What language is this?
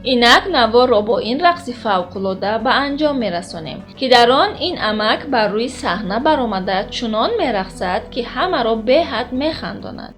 Tajik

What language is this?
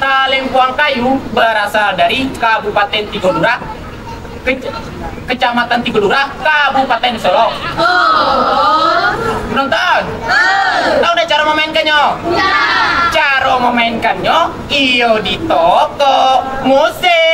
Minangkabau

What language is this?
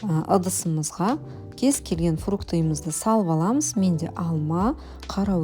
Kazakh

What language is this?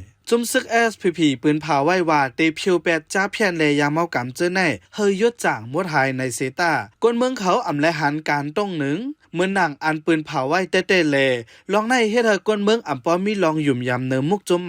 Shan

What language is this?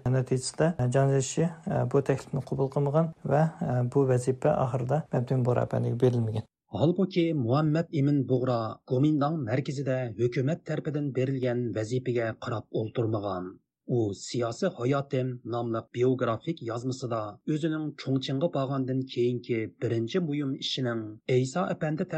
Uyghur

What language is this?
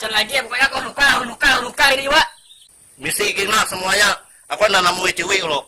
Banjar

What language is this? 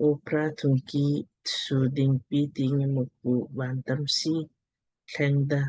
Lamkang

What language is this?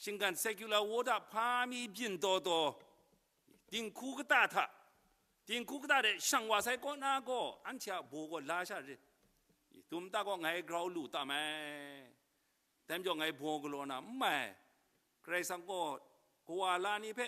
Kachin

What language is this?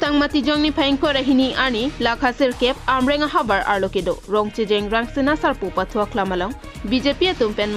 Karbi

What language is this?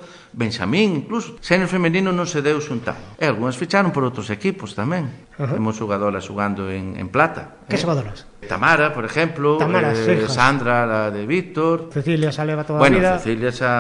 Galician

